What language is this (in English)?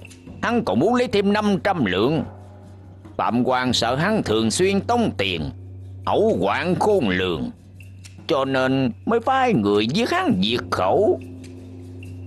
Vietnamese